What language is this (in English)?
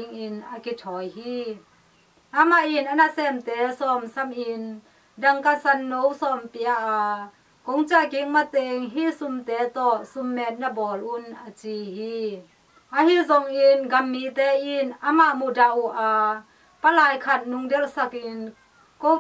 Tedim Chin